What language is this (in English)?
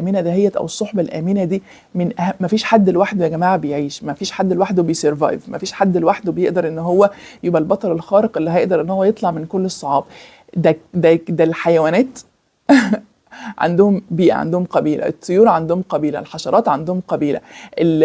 Egyptian Arabic